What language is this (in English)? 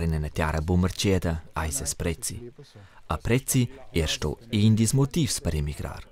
Romansh